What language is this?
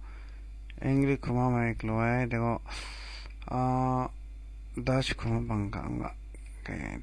Kachin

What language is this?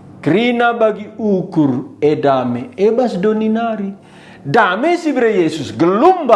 Batak Karo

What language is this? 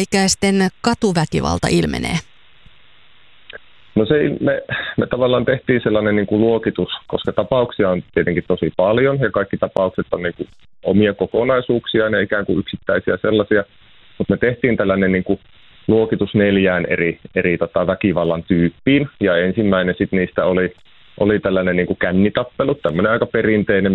Finnish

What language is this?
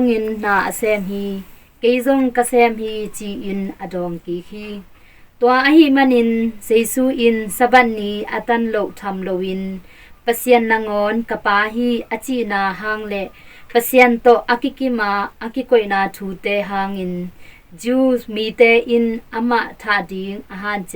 Tedim Chin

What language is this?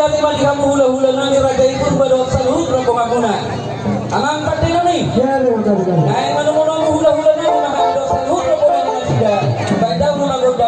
Batak Toba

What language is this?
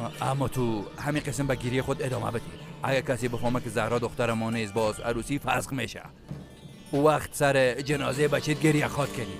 Persian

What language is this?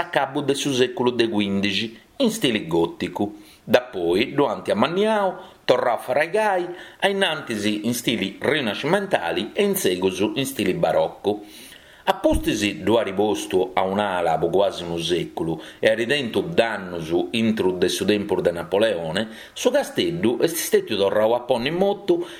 Sardinian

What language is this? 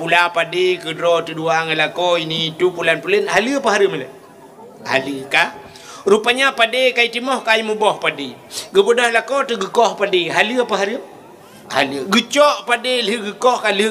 Achinese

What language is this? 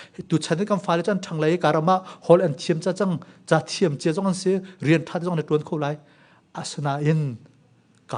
Hakha Chin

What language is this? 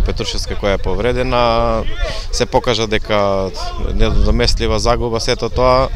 Macedonian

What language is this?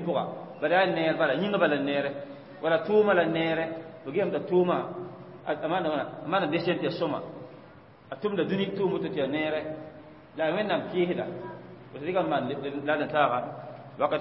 Mossi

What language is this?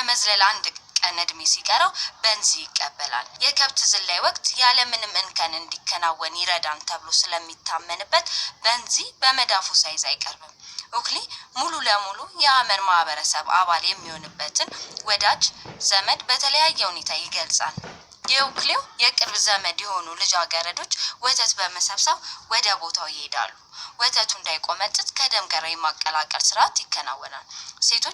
Amharic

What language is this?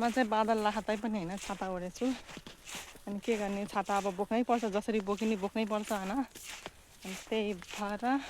Nepali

